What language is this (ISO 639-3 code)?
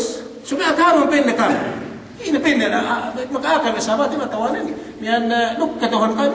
yka